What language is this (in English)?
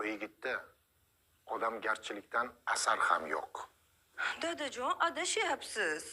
Uzbek